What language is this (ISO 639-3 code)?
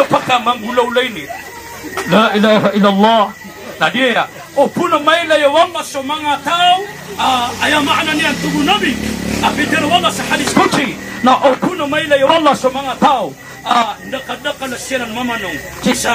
mrw